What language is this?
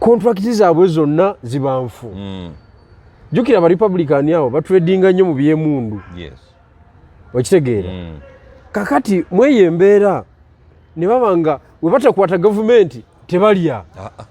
Ganda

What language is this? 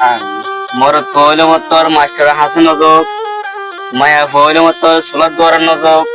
Rohingya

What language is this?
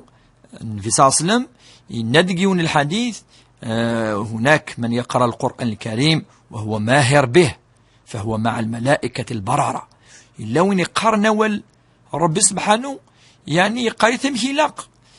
Kabyle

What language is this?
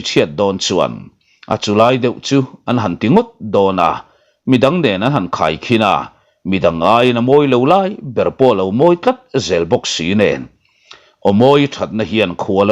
Mizo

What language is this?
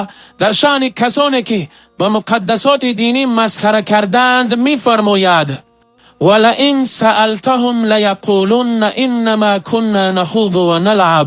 Tajik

